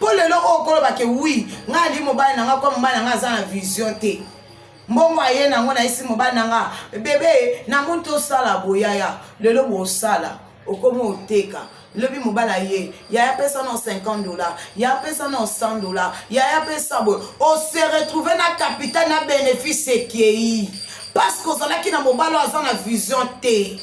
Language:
Lingala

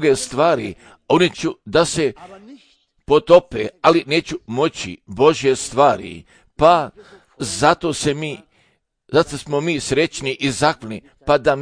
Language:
Serbian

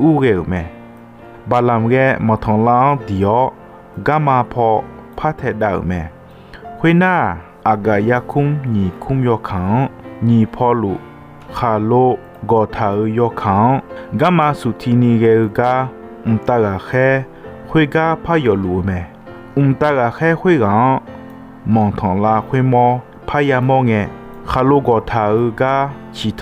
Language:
Akha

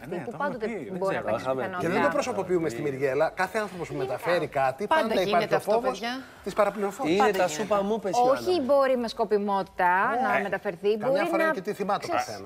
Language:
Greek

